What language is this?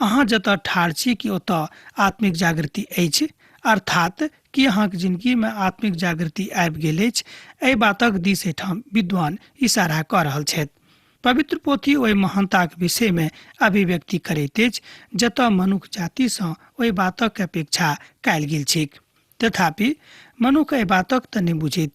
Maithili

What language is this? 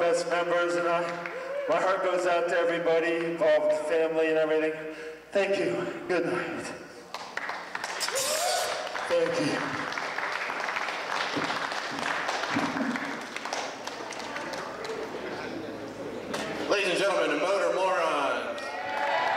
English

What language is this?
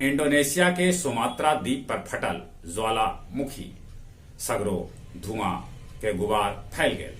Magahi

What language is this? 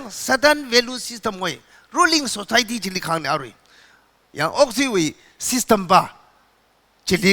Tangkhul Naga (India)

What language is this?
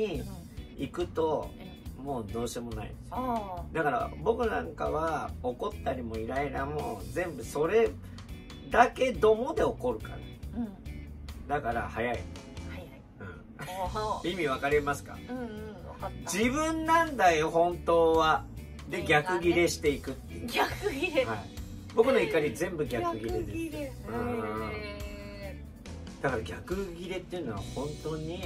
Japanese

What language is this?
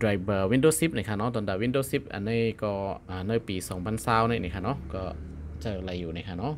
Shan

